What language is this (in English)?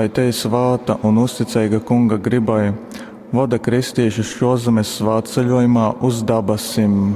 Latgalian